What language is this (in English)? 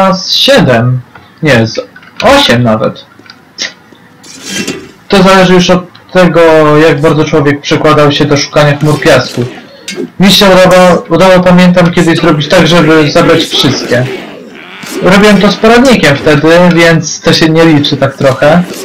Polish